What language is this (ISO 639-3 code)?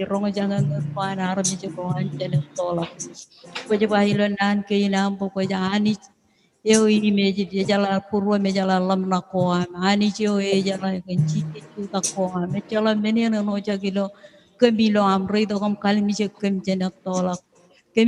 mah